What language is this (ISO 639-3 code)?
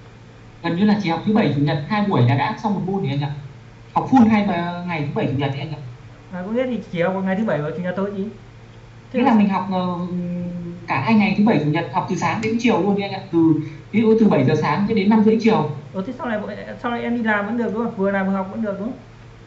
vie